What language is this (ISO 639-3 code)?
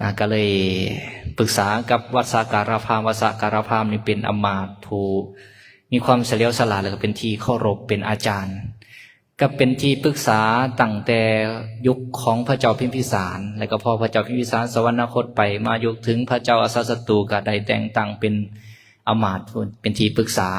lao